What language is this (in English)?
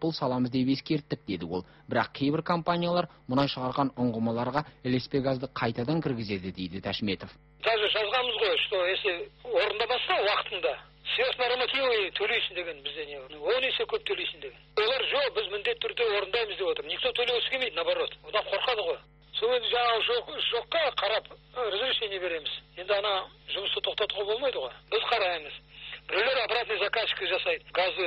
Kazakh